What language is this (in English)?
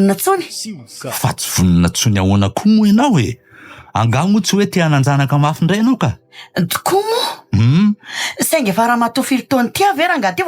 Malagasy